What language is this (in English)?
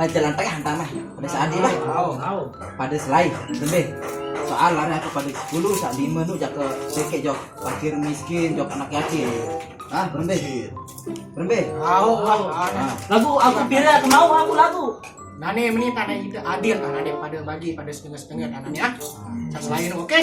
Sasak